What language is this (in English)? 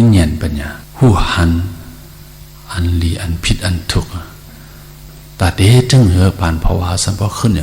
Shan